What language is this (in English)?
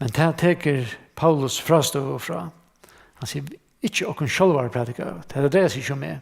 Faroese